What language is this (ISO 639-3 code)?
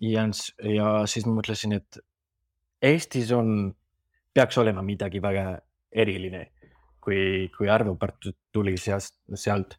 est